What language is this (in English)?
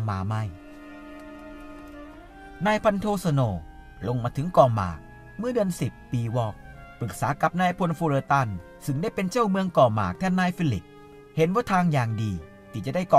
Thai